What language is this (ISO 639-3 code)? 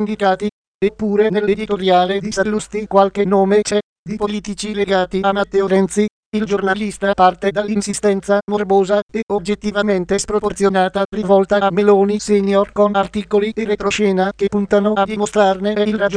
ita